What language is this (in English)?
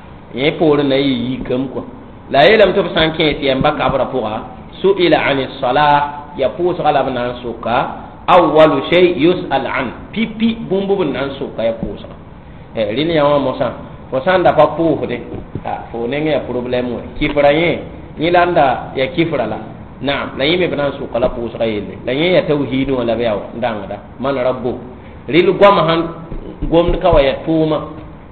Mossi